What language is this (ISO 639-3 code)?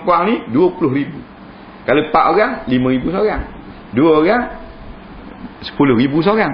msa